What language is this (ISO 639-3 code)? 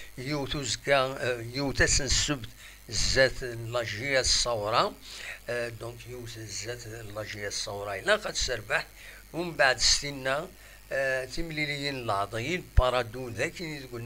kab